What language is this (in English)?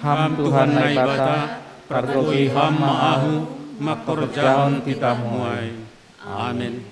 Batak Simalungun